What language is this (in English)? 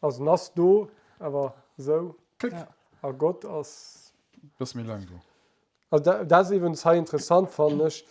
Luxembourgish